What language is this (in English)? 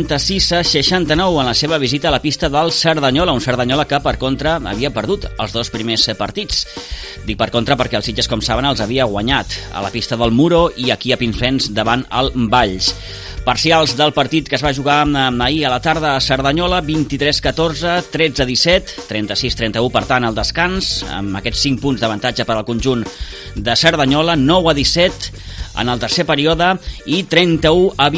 Catalan